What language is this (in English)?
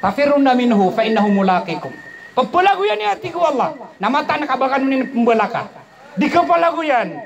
Maranao